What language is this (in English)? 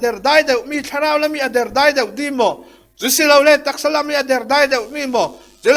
Falam Chin